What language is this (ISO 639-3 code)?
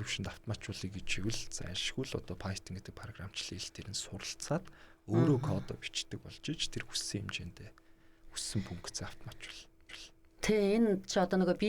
mon